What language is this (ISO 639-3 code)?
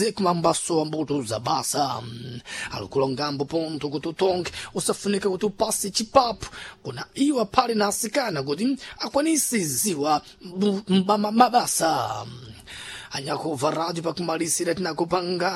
seh